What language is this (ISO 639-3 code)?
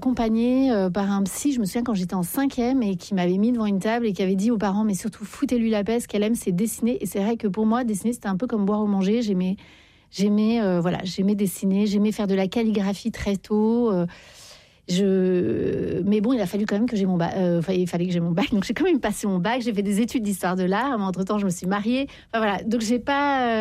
fra